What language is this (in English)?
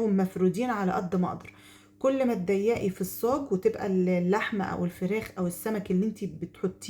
Egyptian Arabic